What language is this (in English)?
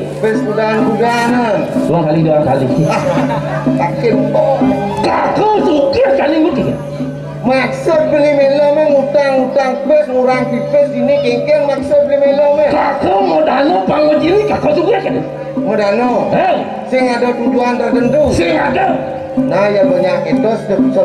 Balinese